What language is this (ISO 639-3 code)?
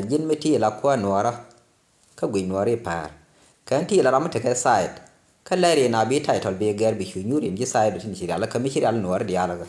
nus